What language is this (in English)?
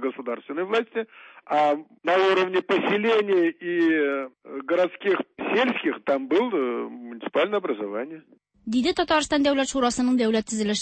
Tatar